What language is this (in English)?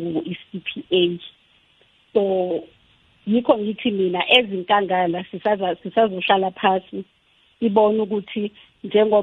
South Ndebele